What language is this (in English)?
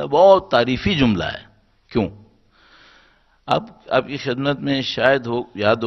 Urdu